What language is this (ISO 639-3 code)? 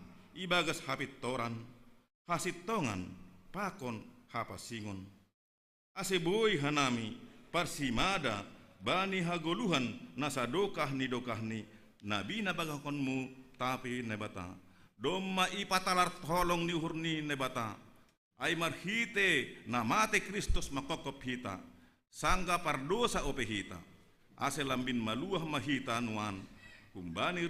bts